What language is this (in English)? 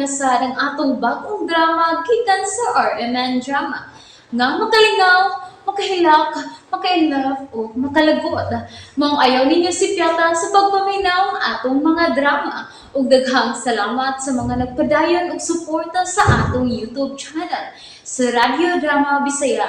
Cebuano